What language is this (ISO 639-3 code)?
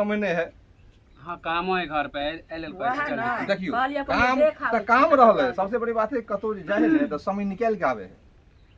mai